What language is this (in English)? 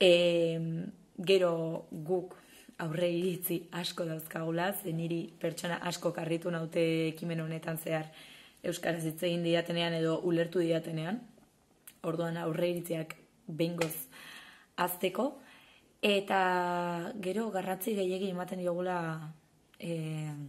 Basque